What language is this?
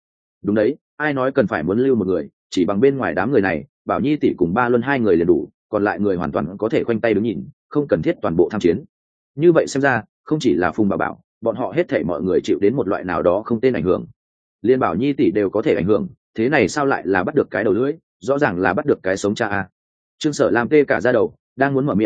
Vietnamese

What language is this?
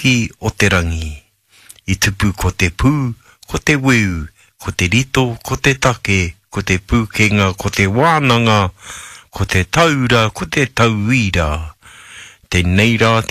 Māori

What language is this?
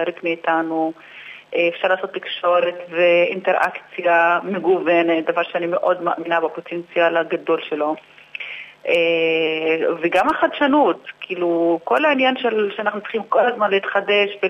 Hebrew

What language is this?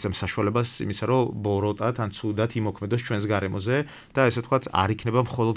Georgian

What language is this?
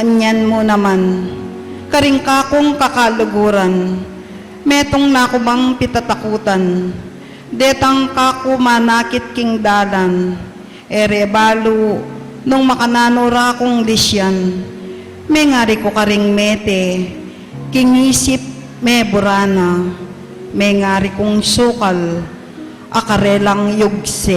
Pampanga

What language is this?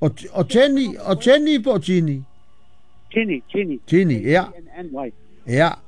Samoan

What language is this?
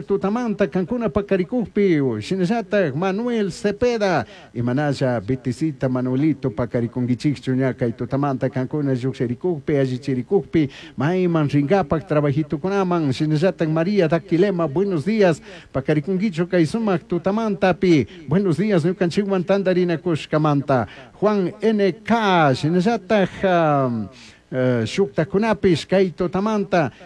Chimborazo Highland Quichua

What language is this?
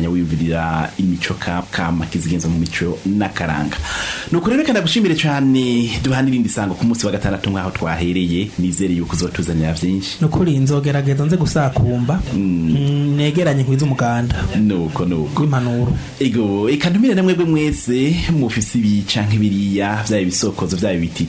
Rundi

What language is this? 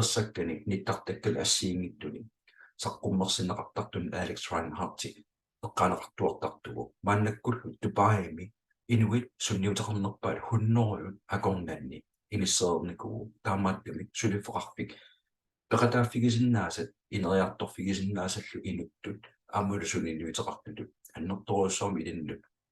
Kalaallisut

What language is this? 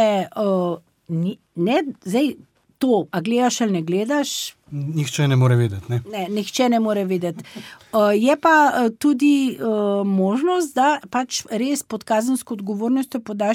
Slovenian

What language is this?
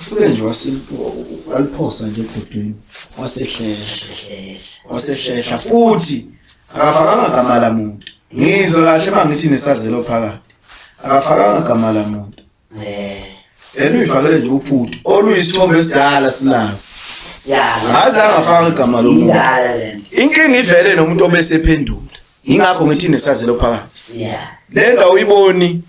Zulu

